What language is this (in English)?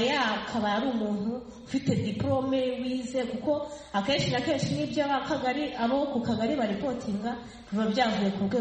Kinyarwanda